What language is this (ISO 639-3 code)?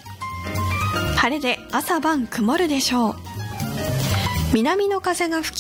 jpn